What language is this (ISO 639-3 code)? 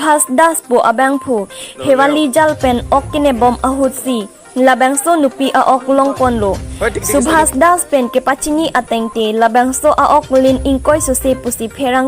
mjw